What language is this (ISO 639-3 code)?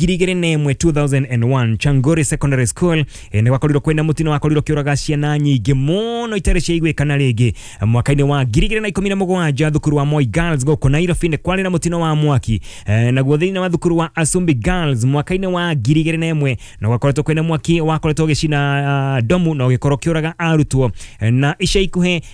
kik